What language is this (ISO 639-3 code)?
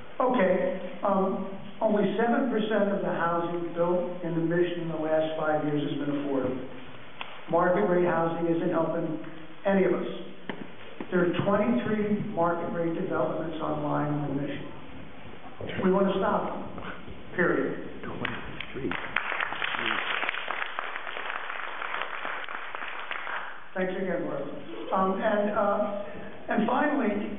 eng